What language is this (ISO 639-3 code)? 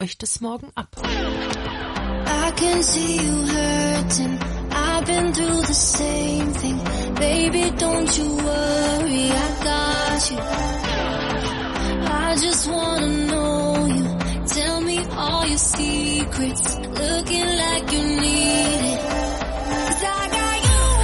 deu